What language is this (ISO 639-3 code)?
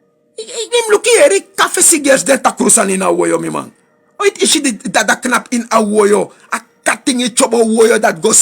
srn